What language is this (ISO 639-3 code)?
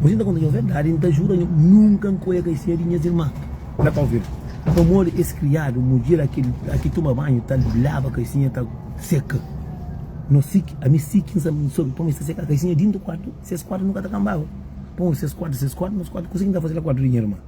kea